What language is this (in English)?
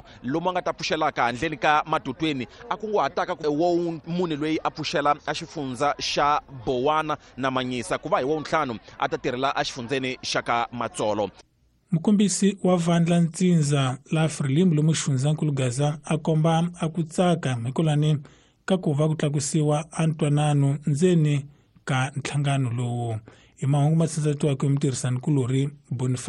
Tsonga